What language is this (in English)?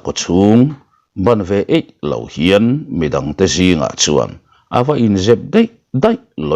Mizo